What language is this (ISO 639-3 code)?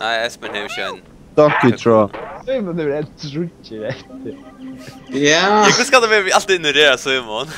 fao